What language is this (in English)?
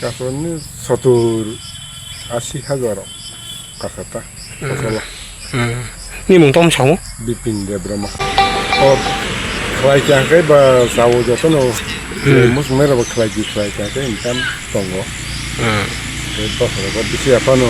Kok Borok